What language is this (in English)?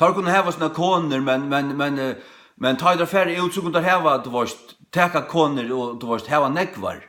Faroese